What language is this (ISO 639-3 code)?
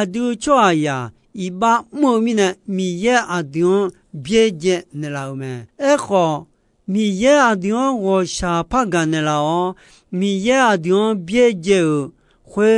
ahk